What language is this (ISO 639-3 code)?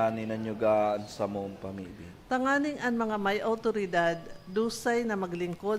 bik